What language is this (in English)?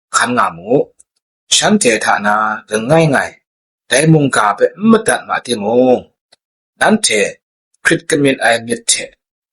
Kachin